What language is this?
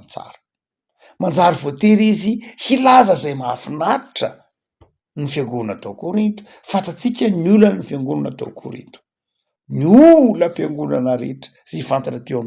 Malagasy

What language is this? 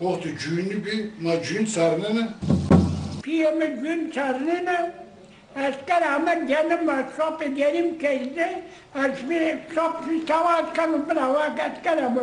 Zaza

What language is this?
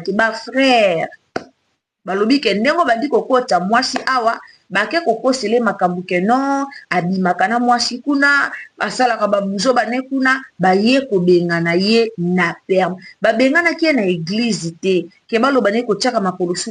Lingala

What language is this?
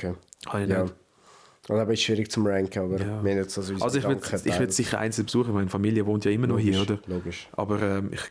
Swiss German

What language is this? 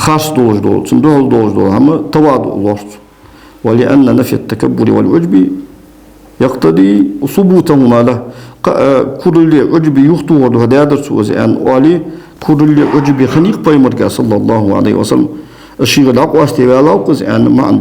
Ingush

